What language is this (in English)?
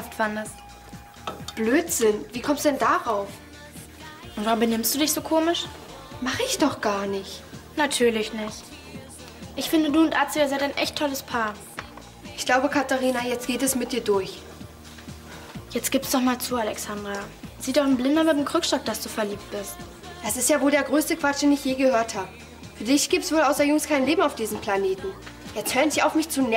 German